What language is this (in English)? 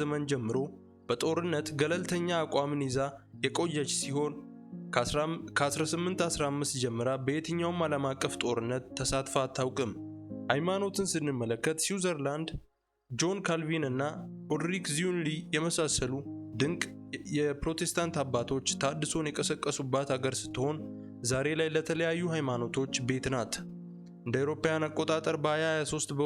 Amharic